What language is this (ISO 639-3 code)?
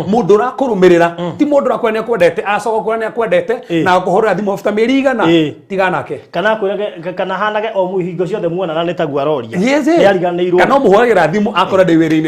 kik